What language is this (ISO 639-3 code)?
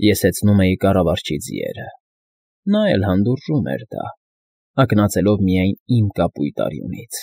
hye